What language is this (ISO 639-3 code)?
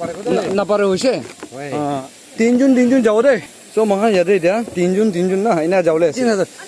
nag